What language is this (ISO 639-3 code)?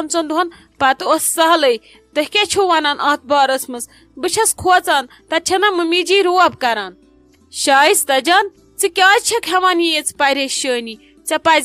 kas